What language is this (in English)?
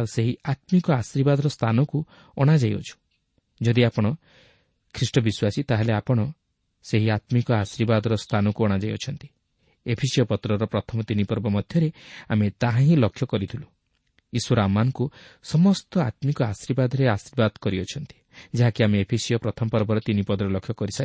Odia